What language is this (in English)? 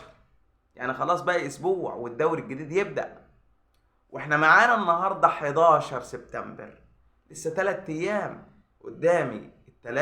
Egyptian Arabic